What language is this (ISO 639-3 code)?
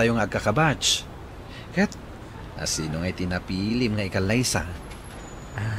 ilo